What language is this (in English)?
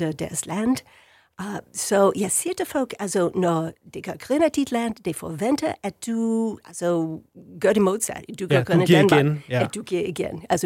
Danish